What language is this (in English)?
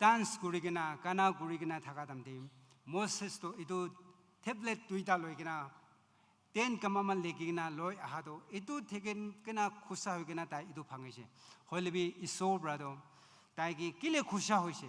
Naga Pidgin